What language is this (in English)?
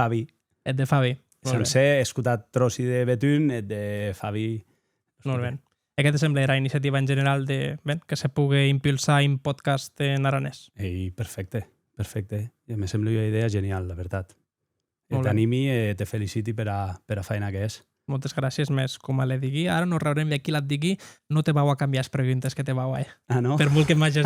Occitan